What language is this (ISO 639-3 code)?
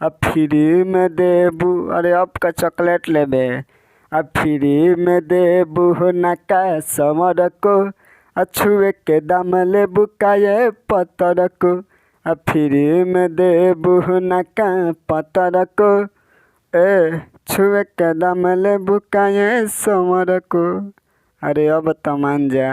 bho